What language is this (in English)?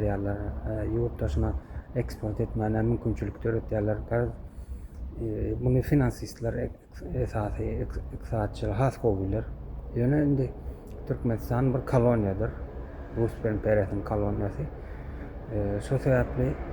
Turkmen